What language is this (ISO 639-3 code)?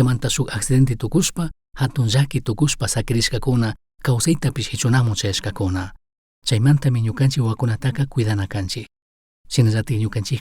qug